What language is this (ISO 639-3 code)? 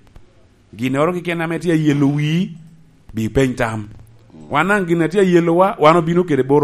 laj